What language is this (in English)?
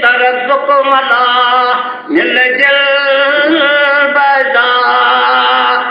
Kashmiri